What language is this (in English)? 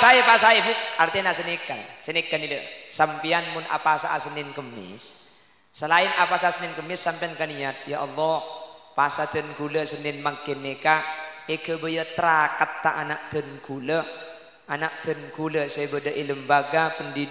Madurese